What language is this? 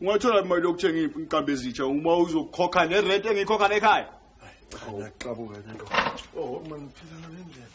Zulu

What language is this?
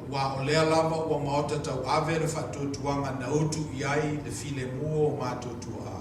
Samoan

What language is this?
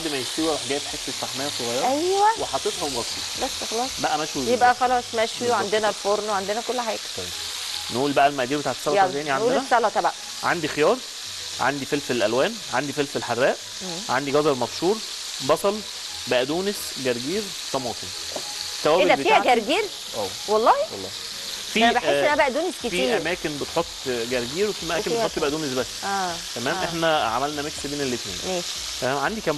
Egyptian Arabic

